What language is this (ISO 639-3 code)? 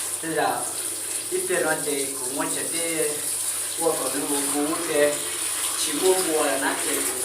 hmn